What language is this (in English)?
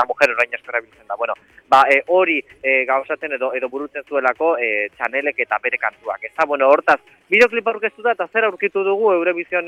Basque